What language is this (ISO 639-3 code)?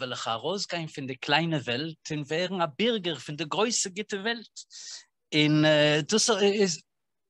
yid